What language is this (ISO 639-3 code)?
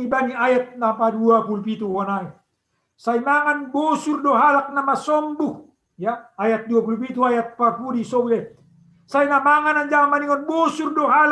bts